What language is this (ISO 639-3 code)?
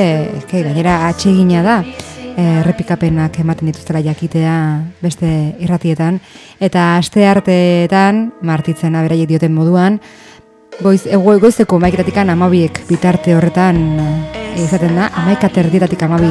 eus